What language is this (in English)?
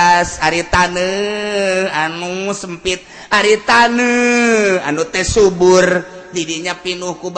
Sundanese